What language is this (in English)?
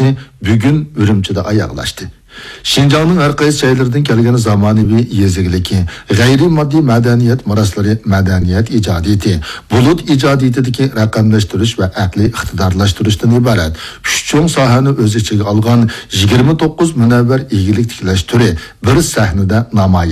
Uyghur